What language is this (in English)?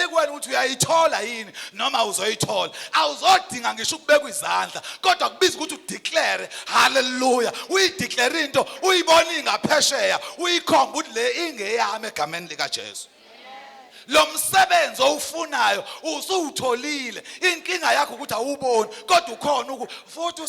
Zulu